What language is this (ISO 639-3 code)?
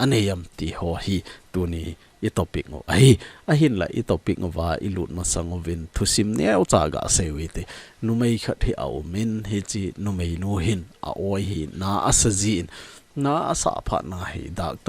tcz